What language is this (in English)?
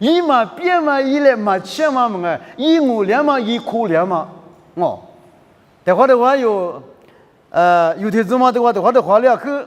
Lisu